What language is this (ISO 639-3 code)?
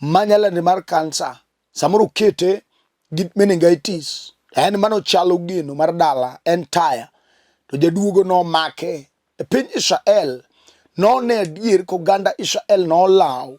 luo